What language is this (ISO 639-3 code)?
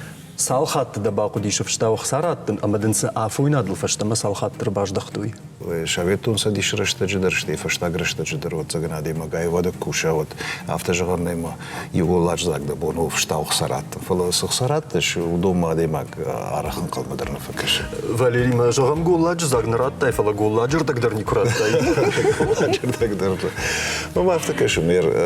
oss